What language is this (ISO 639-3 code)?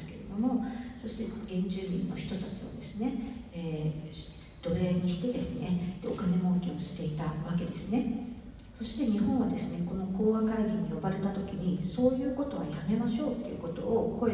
jpn